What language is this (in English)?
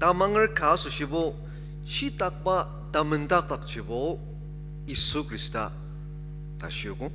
Ao Naga